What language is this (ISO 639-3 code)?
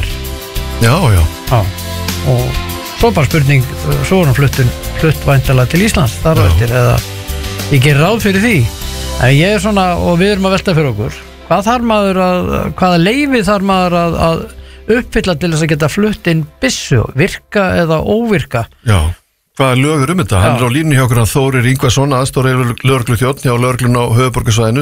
isl